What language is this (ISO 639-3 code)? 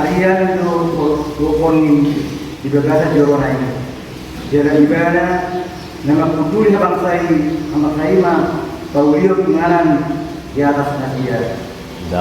bbc